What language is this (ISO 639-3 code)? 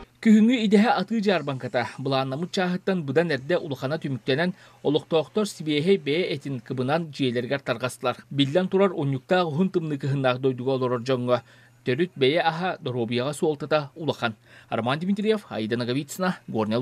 sah